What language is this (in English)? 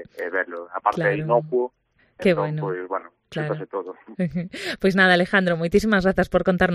Galician